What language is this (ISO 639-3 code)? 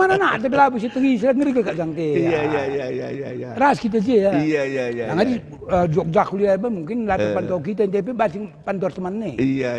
btx